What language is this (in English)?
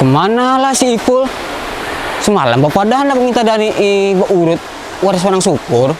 Banjar